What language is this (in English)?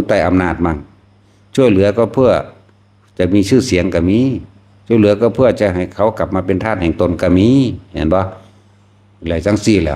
Northeastern Thai